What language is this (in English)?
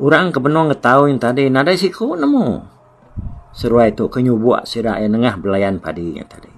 Iban